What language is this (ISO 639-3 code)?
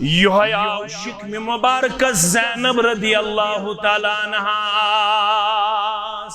kas